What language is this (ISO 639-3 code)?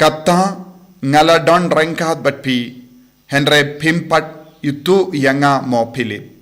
kha